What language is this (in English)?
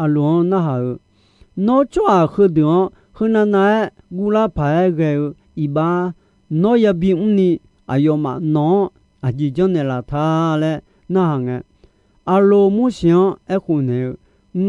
Akha